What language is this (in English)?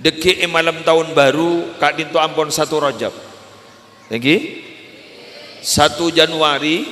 Madurese